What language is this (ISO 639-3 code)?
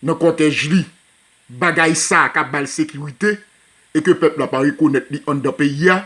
hat